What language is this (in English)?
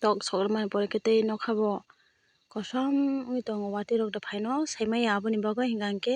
Kok Borok